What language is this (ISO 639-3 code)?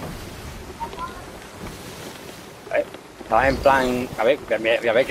spa